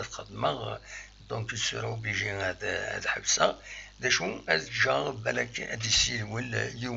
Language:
Kabyle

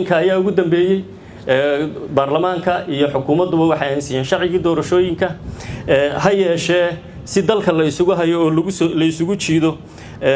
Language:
Somali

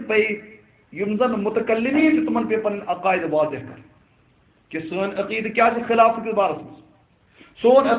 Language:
Kashmiri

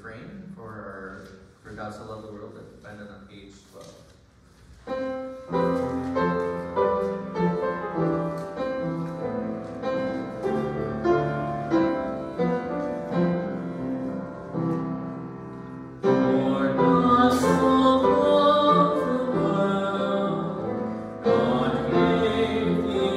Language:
English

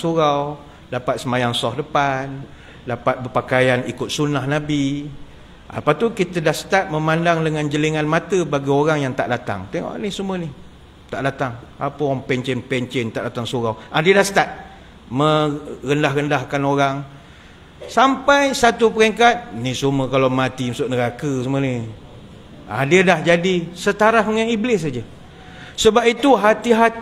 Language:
Malay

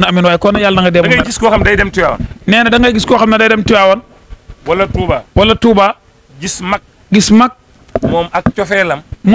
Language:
Wolof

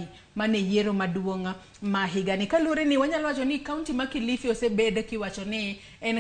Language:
Luo (Kenya and Tanzania)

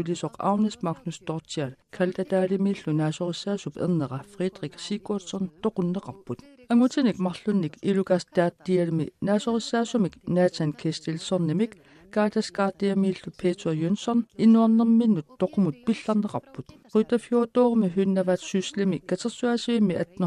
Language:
Kalaallisut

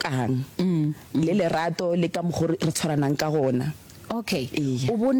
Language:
Northern Sotho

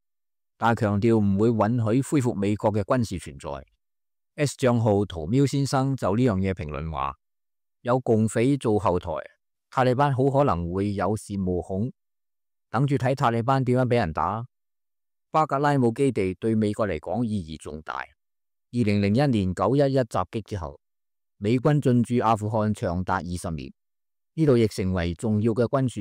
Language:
Cantonese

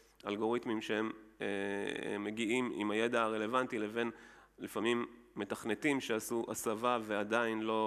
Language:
Hebrew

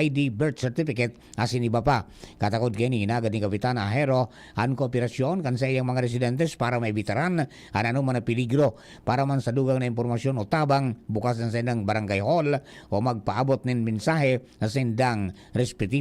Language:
Bikol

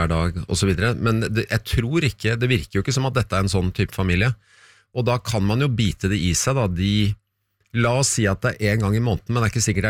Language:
Norwegian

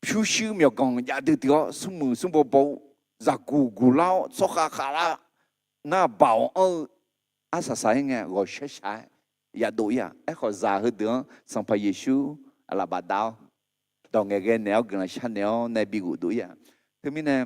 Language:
Akha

